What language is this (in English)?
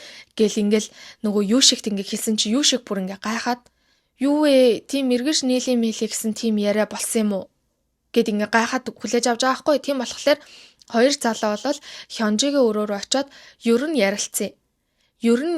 Mongolian